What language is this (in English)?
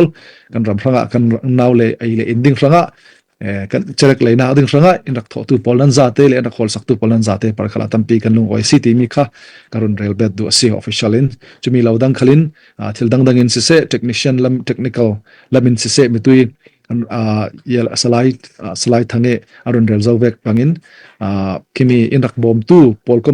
Falam Chin